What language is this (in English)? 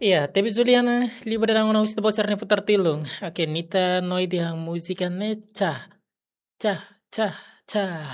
Tetum